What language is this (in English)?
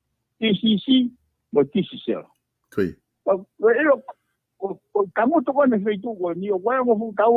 Tongan